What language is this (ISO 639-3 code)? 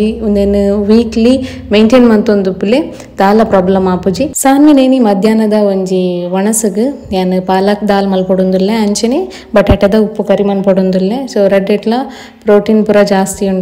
tcy